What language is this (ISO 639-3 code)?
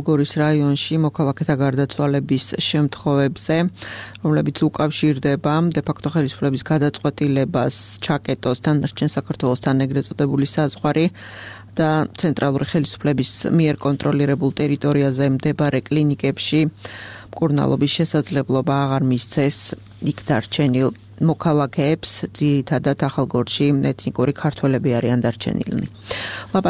kat